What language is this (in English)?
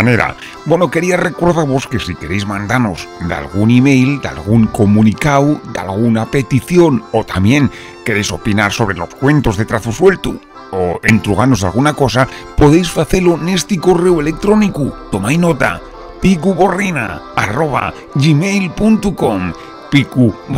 Asturian